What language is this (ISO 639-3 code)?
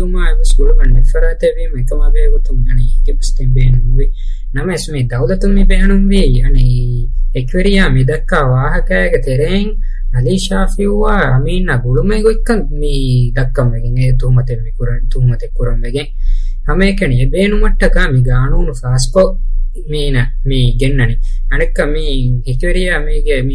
div